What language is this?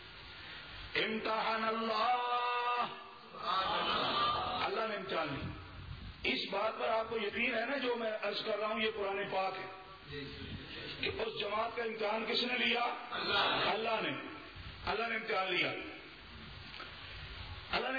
Urdu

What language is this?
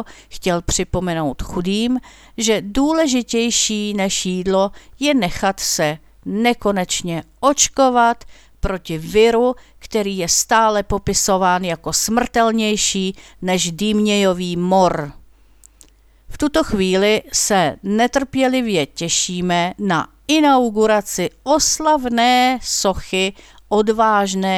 Czech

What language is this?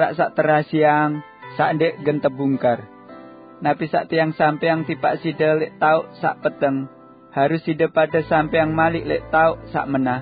Sasak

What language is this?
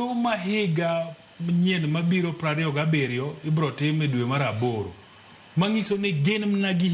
Luo (Kenya and Tanzania)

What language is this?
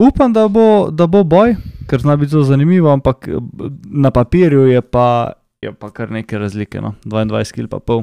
Slovenian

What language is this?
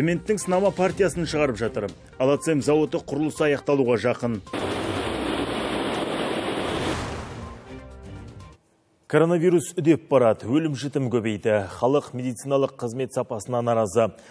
Kazakh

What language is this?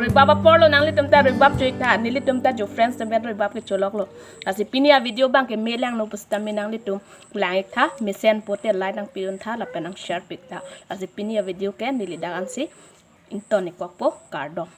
Karbi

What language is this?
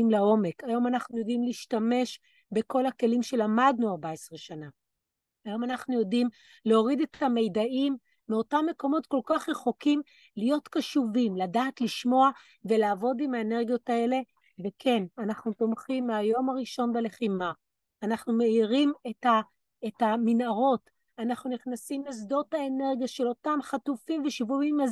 Hebrew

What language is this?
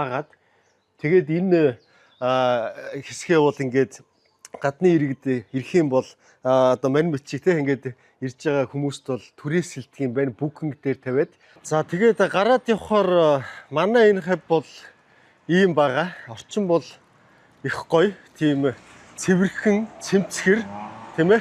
Mongolian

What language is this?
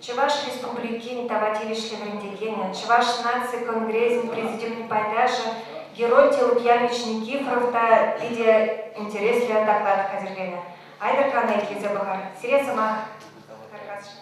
Chuvash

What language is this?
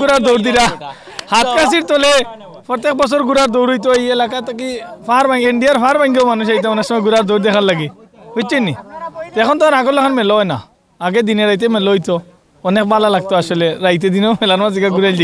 Sylheti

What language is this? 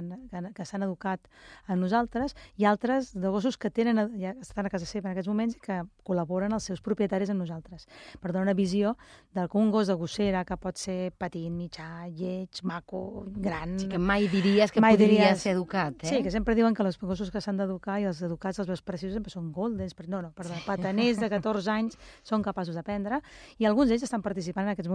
Catalan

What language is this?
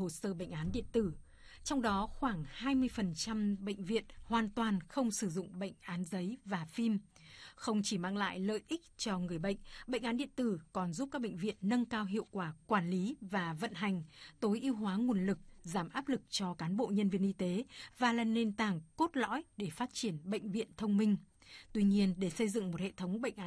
Vietnamese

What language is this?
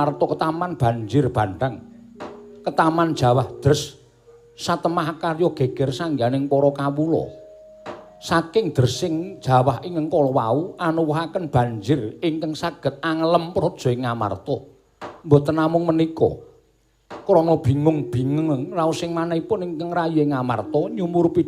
Javanese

